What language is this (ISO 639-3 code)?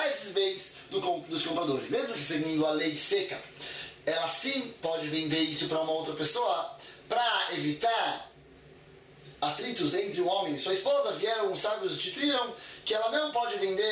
por